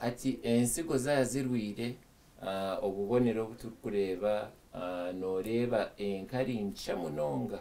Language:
Nyankole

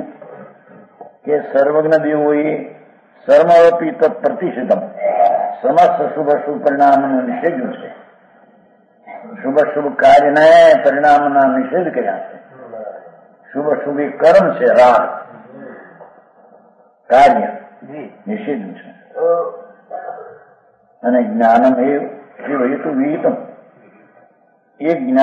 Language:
Gujarati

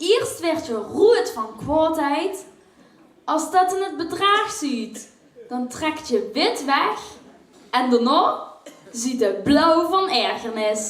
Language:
Limburgish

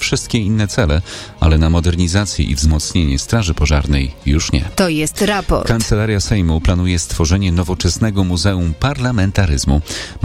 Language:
Polish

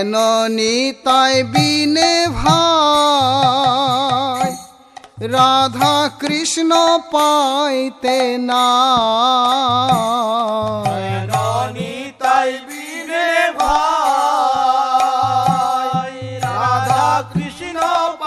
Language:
Bangla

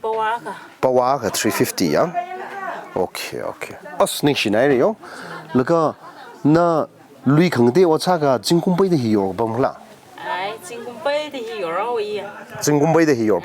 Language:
Tangkhul Naga (India)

